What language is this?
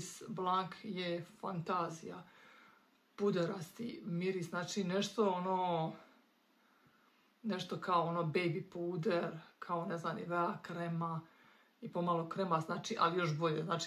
Croatian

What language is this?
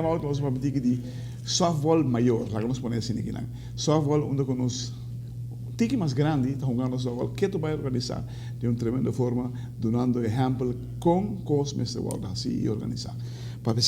Papiamento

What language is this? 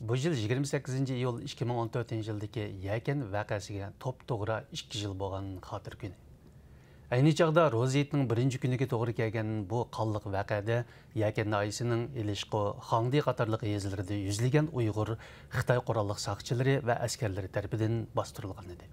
Uyghur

